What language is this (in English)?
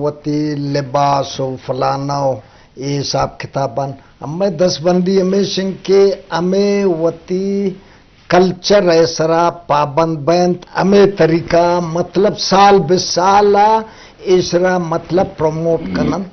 Eastern Balochi